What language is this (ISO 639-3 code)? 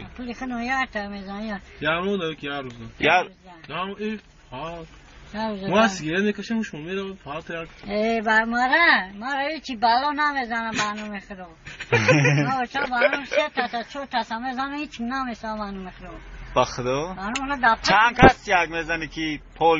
tgk